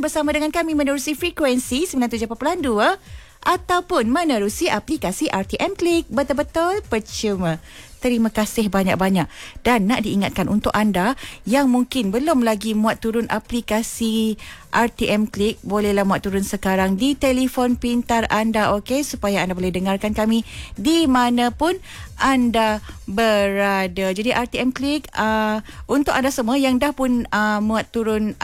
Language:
Malay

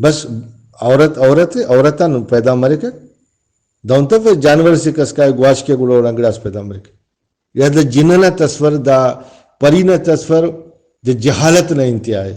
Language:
Brahui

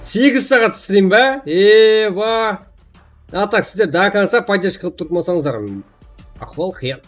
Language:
Kara-Kalpak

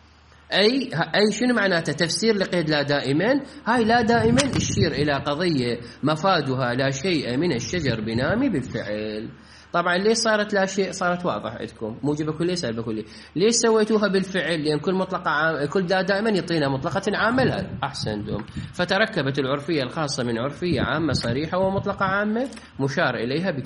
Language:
Mesopotamian Arabic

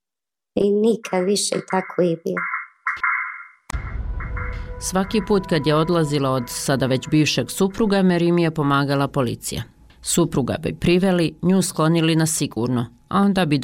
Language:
Bosnian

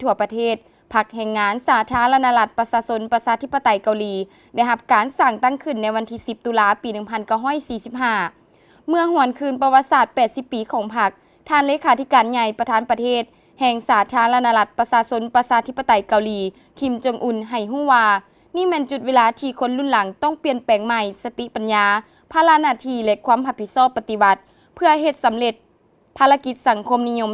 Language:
Lao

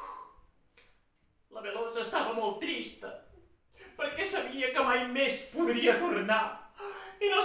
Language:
Catalan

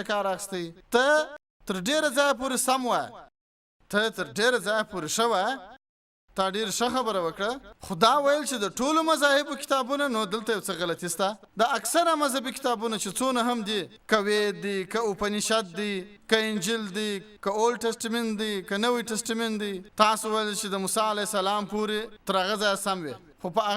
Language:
Pashto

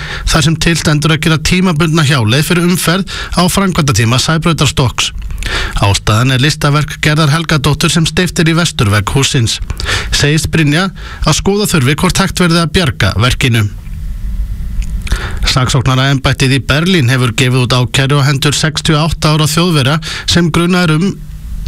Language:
Icelandic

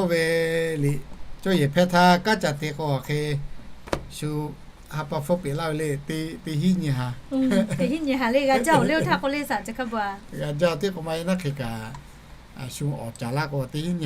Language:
Lahu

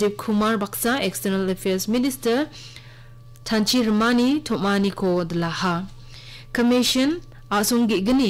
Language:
Garo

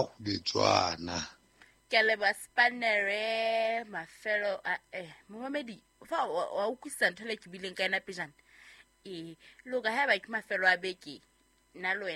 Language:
Southern Sotho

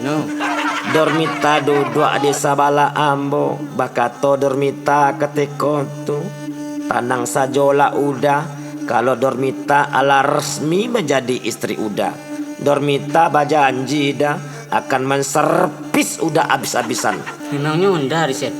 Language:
Minangkabau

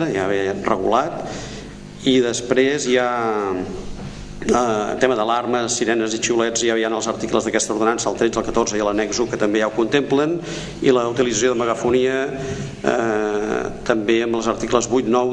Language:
Catalan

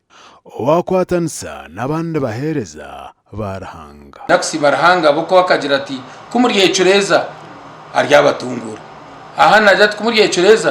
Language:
Nyankole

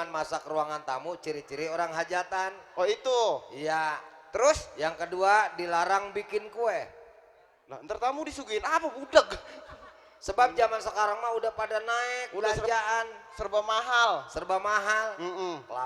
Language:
Betawi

